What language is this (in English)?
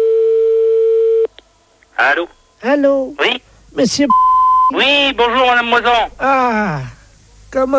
French